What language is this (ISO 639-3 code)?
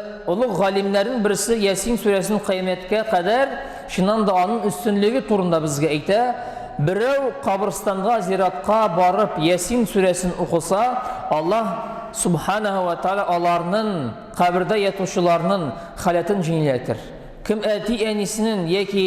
tat